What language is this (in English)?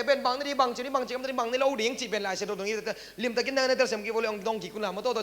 Tedim Chin